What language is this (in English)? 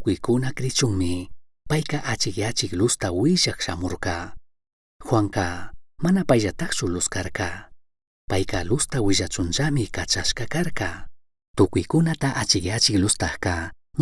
Chimborazo Highland Quichua